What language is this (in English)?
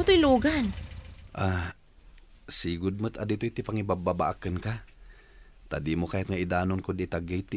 Iloko